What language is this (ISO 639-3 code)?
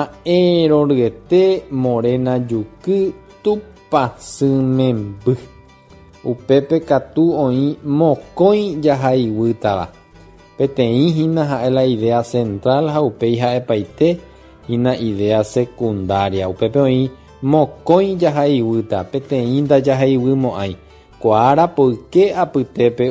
grn